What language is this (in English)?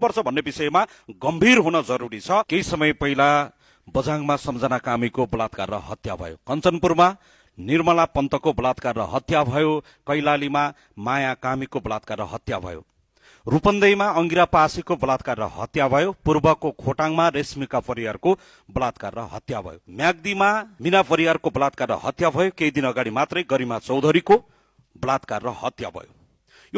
Nepali